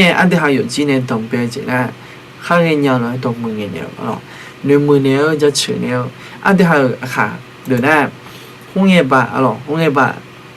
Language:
Akha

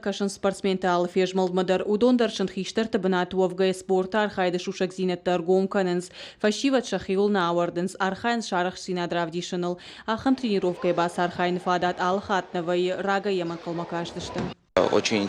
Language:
Ossetic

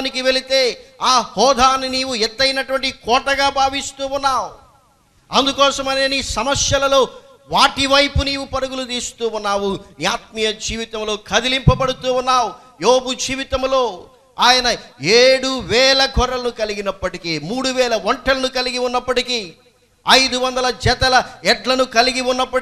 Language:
Telugu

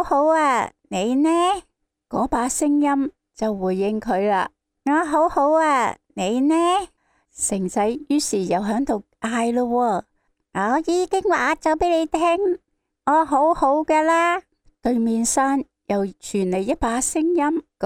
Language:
Cantonese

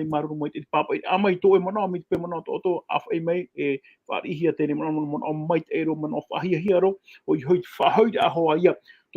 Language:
Tahitian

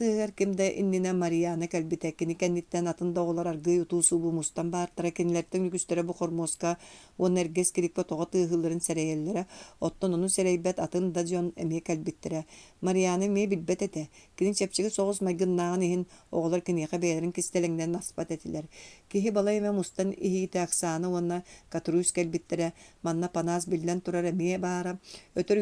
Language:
Yakut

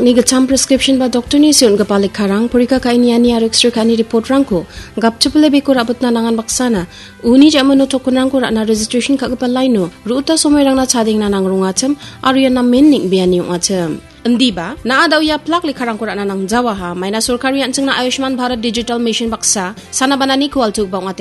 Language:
Garo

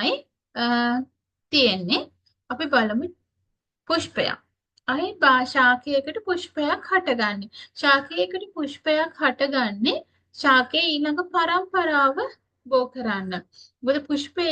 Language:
Sinhala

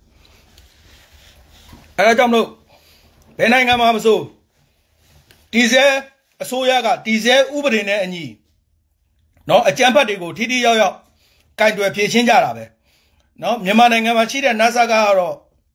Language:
Burmese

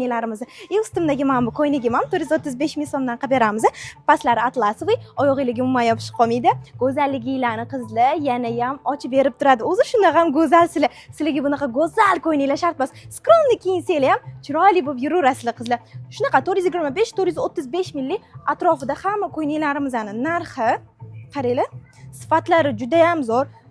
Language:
Uzbek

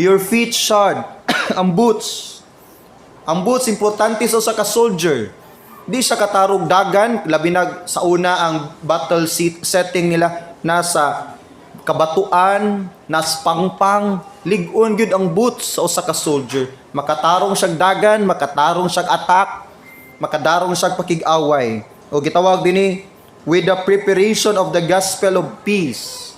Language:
Cebuano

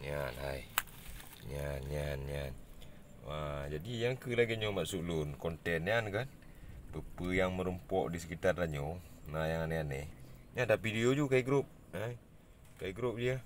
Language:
Achinese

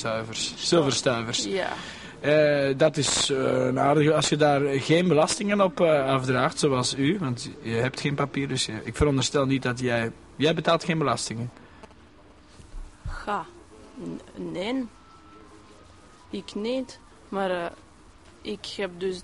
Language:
Dutch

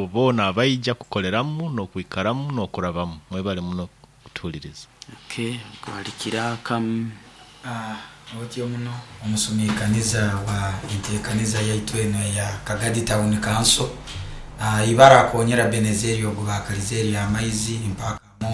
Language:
Nyoro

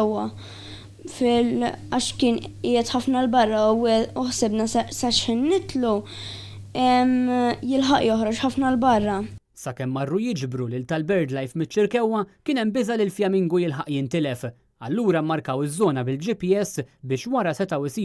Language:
Maltese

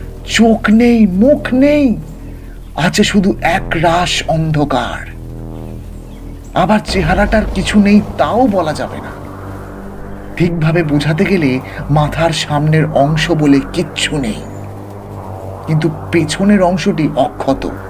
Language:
Bangla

